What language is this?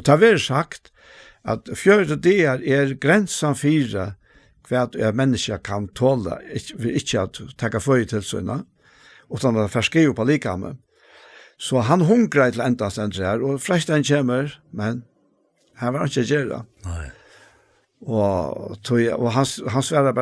Faroese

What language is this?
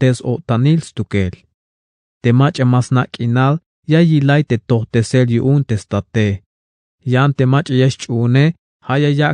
Tzeltal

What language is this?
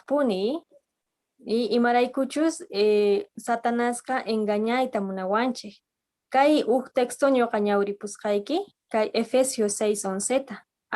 Quechua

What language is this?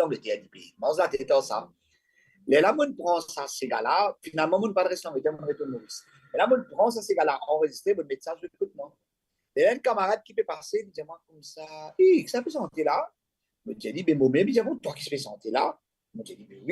Morisyen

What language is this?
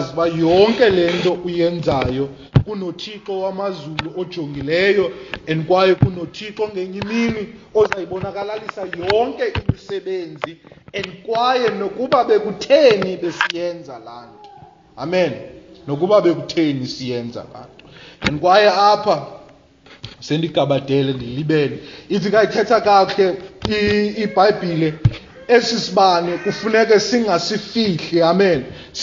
Xhosa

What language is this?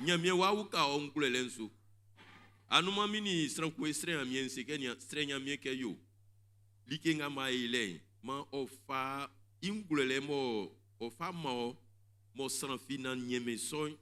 Baoulé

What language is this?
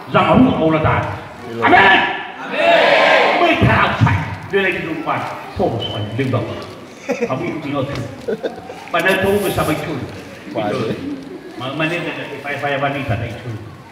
Nias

